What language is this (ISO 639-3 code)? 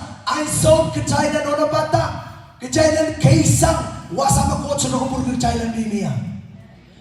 pon